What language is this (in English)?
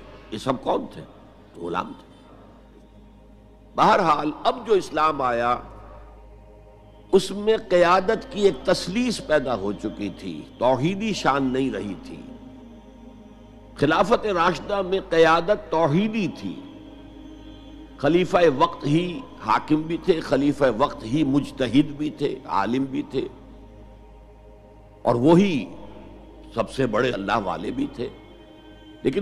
Urdu